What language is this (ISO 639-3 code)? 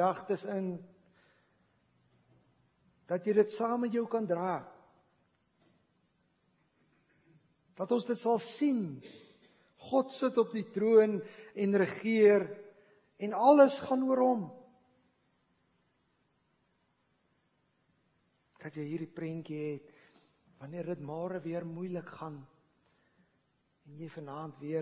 afr